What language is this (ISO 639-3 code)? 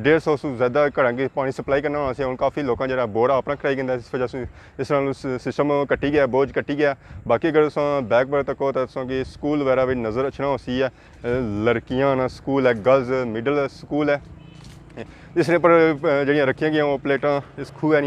phr